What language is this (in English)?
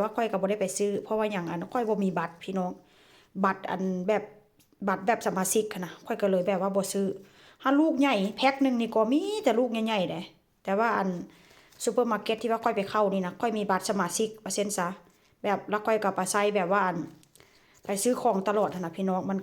Northeastern Thai